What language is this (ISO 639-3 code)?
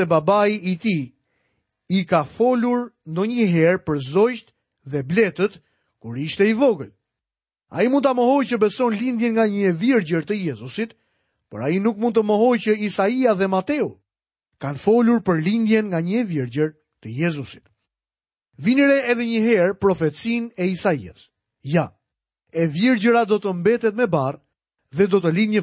sqi